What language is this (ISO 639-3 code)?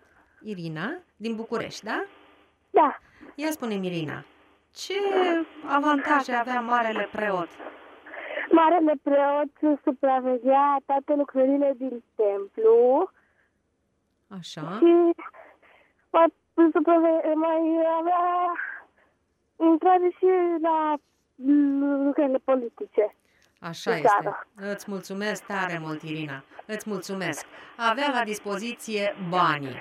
ron